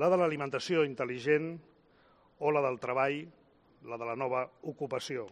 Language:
Catalan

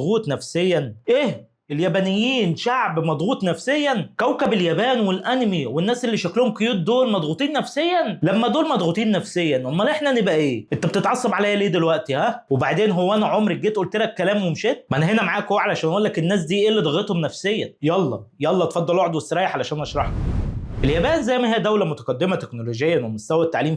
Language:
Egyptian Arabic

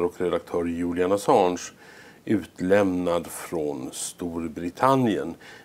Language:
Swedish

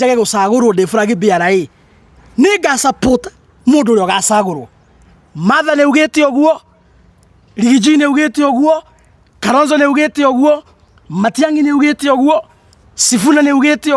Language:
Kikuyu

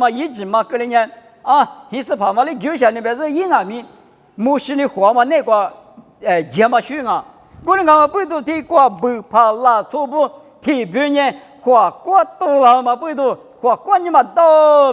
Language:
Lisu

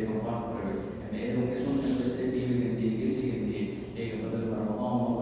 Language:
Divehi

